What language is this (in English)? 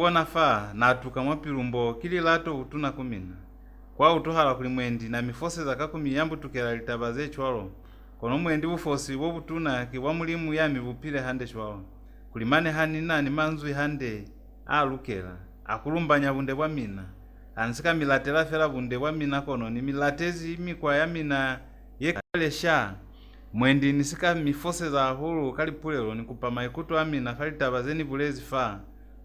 Lozi